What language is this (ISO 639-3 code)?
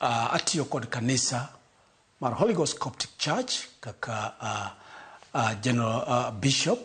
luo